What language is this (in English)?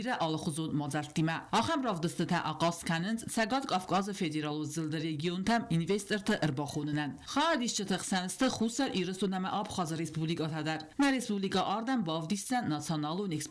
Ossetic